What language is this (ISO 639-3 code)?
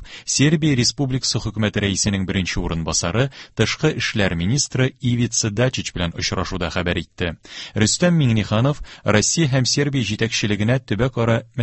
tat